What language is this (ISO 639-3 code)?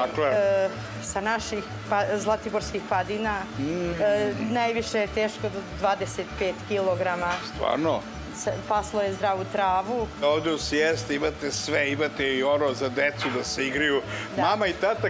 srp